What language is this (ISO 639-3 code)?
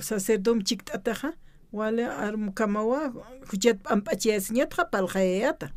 aym